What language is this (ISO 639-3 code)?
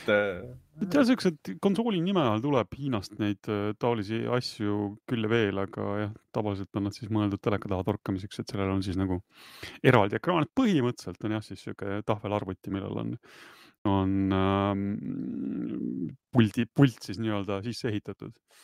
est